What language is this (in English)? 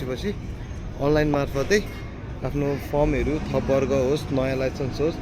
Nepali